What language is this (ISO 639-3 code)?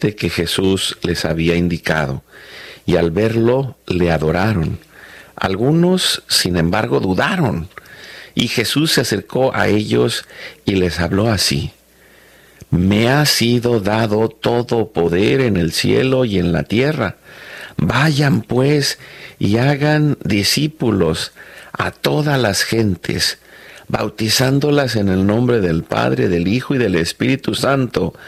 spa